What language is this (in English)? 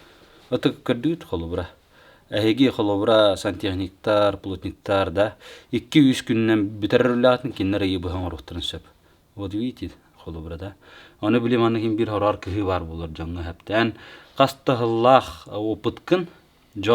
Yakut